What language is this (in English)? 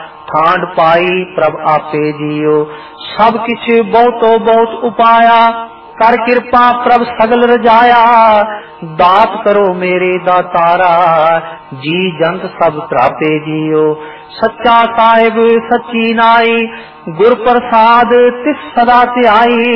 Punjabi